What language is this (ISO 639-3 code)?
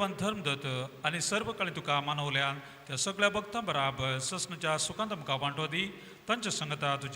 kok